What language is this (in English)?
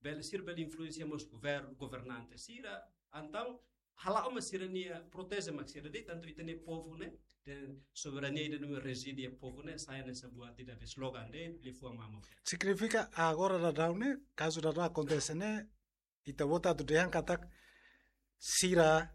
Tetum